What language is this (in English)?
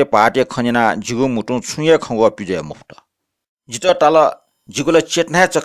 Newari